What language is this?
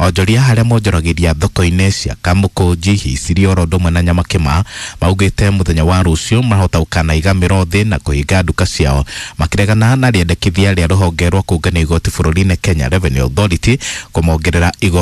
Kikuyu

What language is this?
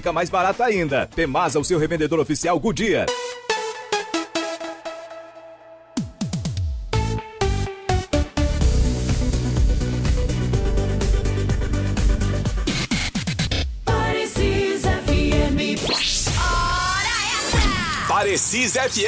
Portuguese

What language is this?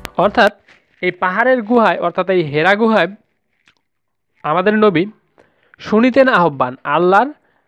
Bangla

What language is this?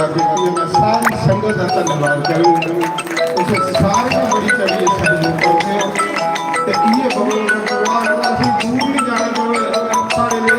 Dogri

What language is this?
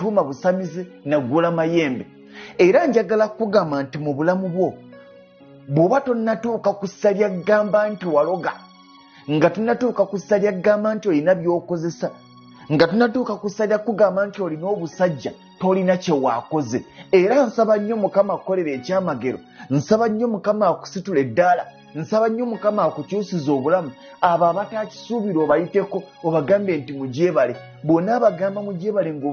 Ganda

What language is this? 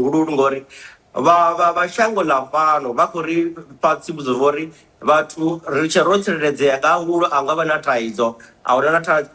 Venda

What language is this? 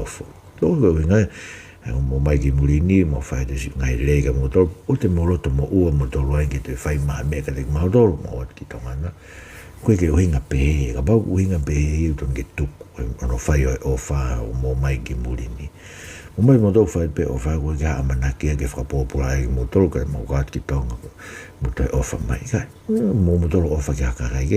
Tongan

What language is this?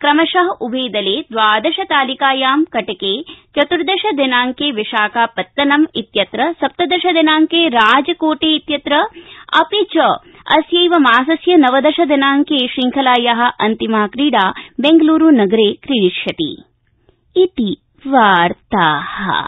Sanskrit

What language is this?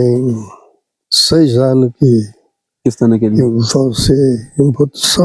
Kabuverdianu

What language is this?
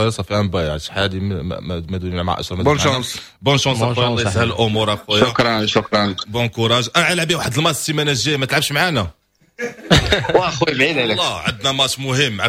Moroccan Arabic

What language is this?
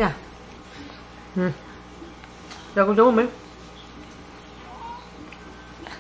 Vietnamese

